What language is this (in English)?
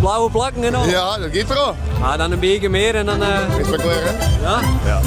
Western Frisian